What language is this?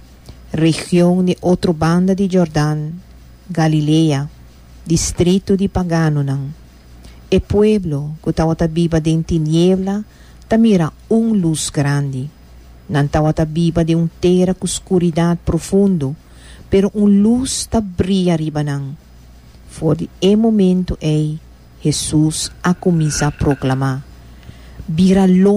Papiamento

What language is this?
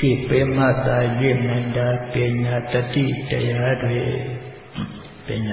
Burmese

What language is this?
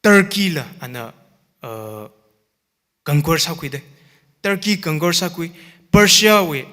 Tangkhul Naga (India)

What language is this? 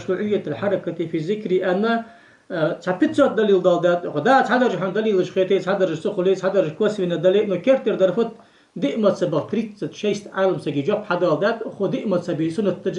Ingush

